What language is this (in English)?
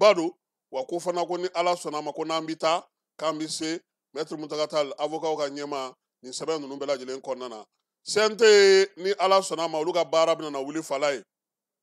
Bambara